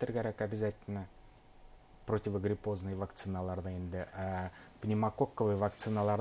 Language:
Bashkir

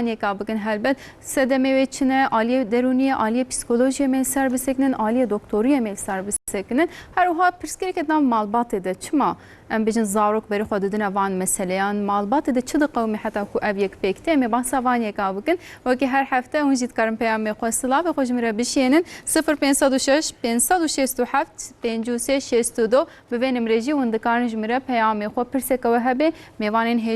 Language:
Kurdish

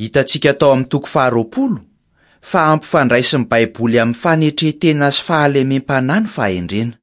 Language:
Malagasy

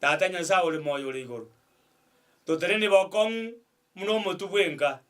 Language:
Gusii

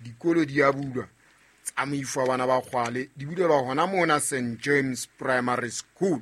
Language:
Southern Sotho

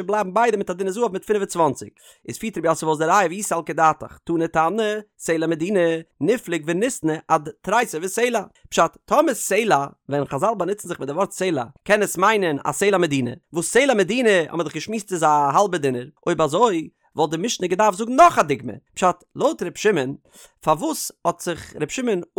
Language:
Yiddish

